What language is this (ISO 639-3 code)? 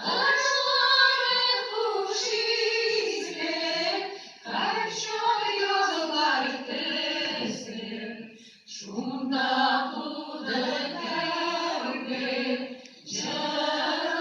tat